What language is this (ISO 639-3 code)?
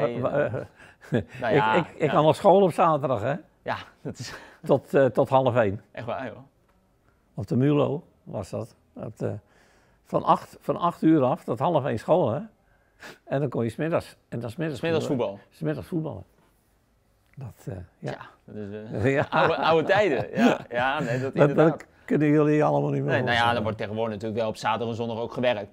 nld